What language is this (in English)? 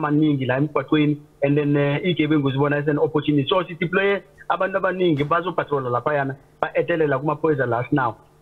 Zulu